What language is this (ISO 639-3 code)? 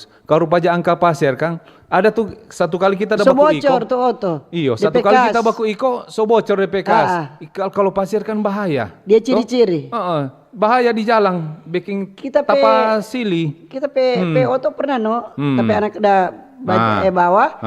xmm